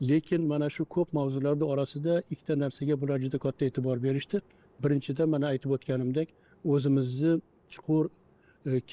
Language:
Uzbek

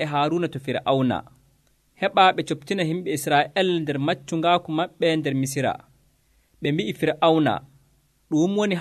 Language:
Nigerian Fulfulde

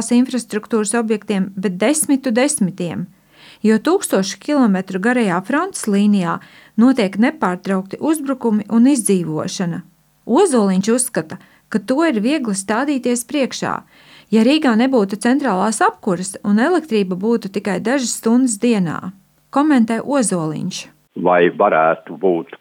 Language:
Latvian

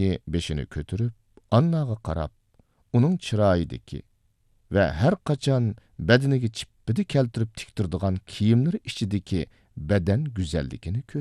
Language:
Uyghur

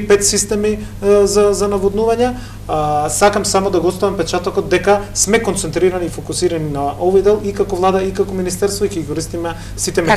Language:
Macedonian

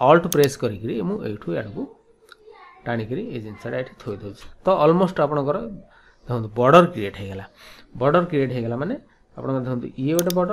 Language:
Odia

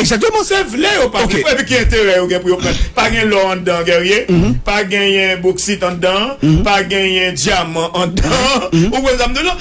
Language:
Haitian Creole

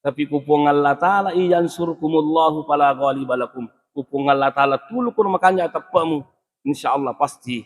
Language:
Buginese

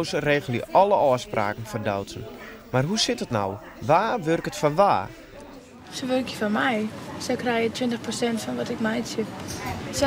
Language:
Western Frisian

